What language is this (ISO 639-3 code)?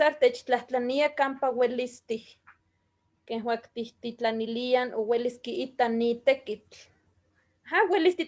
nhe